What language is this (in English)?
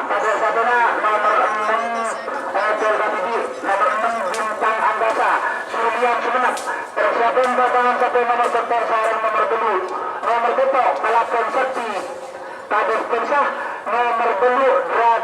Madurese